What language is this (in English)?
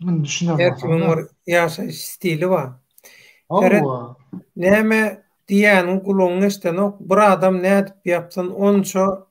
Turkmen